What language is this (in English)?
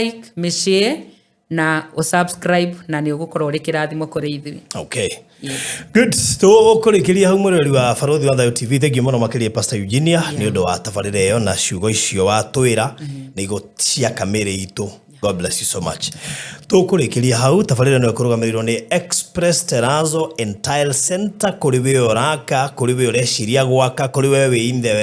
Kikuyu